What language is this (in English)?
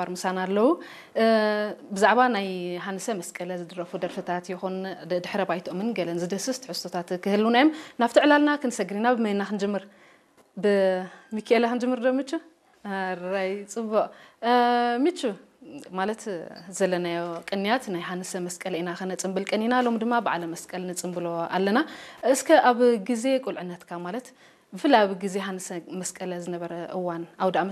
Tigrinya